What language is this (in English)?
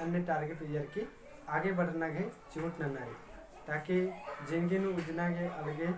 Kurukh